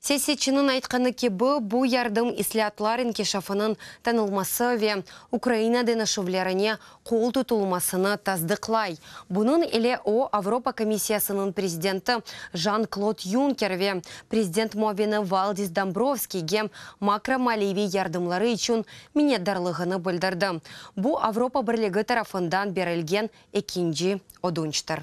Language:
Crimean Tatar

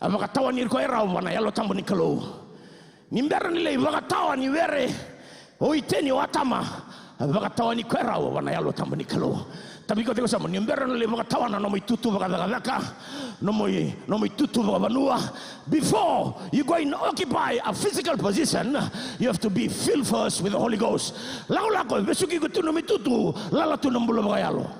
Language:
Fijian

